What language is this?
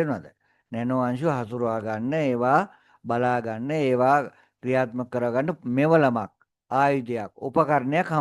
Sinhala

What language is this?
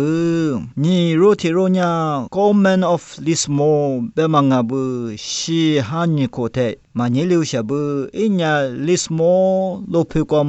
Lisu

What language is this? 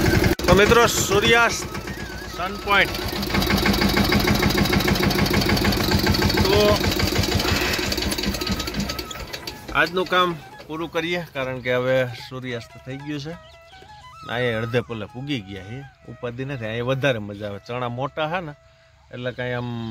Gujarati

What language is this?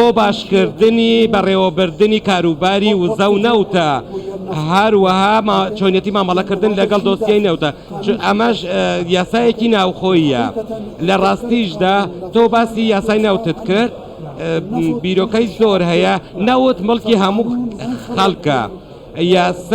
Central Kurdish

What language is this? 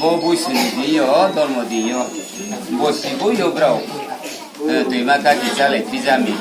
Riang (India)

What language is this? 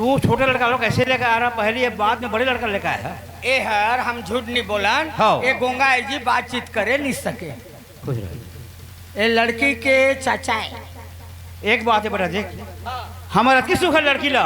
Chhattisgarhi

